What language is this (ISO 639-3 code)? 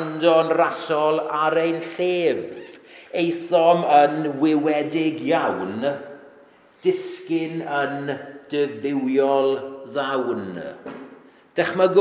cym